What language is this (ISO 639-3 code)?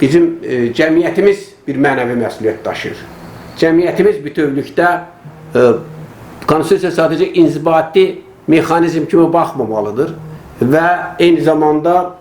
aze